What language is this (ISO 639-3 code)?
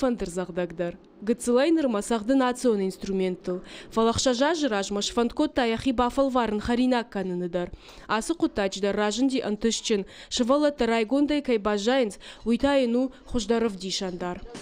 oss